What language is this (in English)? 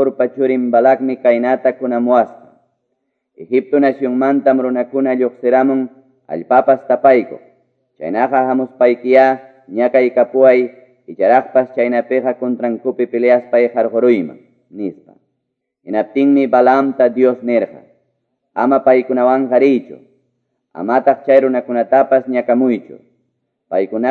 Quechua